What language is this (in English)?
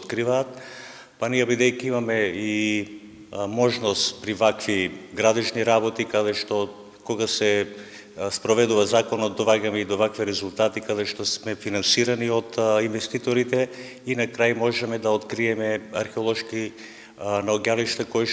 Macedonian